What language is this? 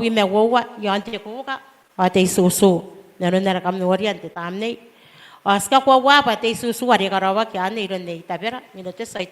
Gilbertese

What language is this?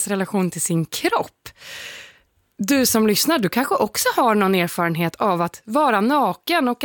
Swedish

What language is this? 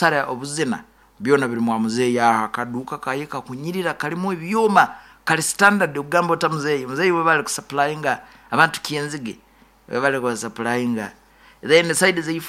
Nyoro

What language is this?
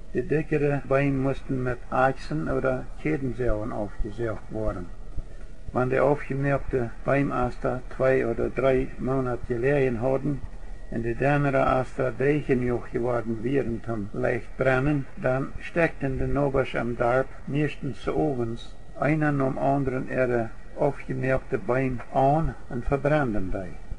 Plautdietsch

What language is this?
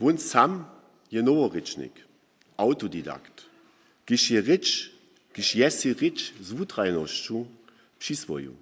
Upper Sorbian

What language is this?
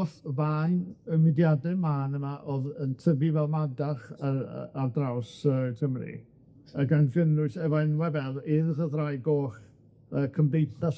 Welsh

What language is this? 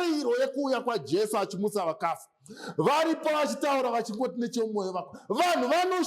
Shona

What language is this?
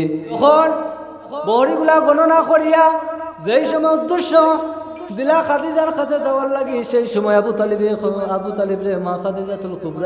Sylheti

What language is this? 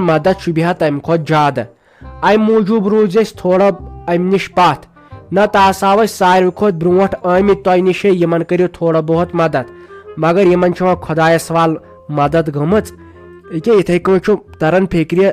Kashmiri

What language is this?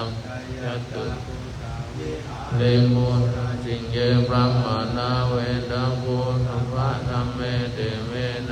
Pali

